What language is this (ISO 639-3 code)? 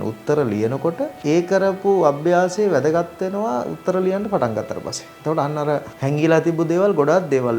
sin